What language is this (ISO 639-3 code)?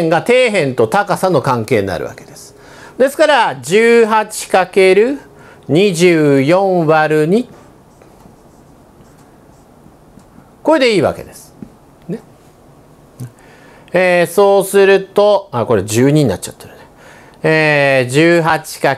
jpn